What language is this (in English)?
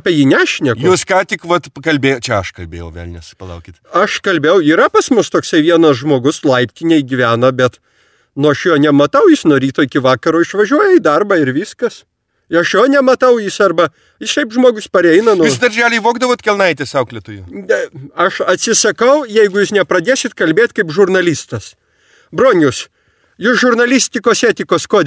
Lithuanian